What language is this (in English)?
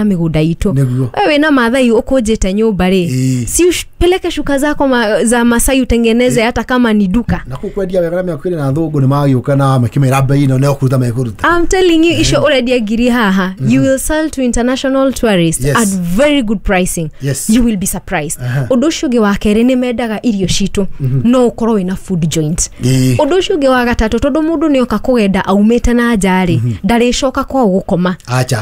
Kikuyu